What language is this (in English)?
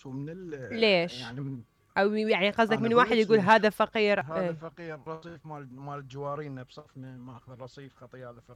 Mesopotamian Arabic